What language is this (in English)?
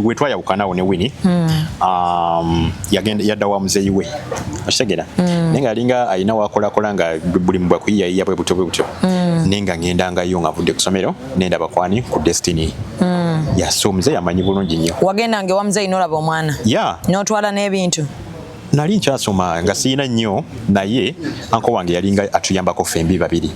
Ganda